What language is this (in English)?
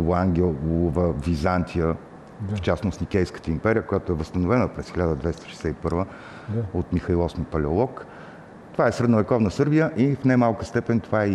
Bulgarian